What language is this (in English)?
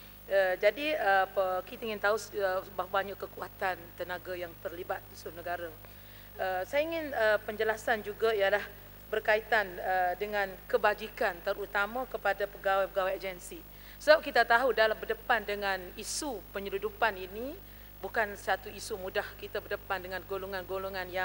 Malay